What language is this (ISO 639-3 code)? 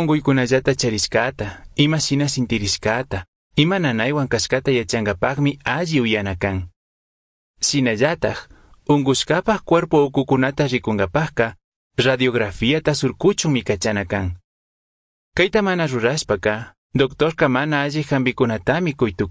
qug